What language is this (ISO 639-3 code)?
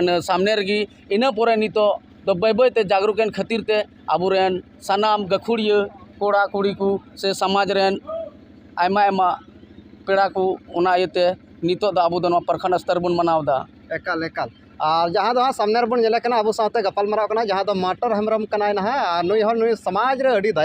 sat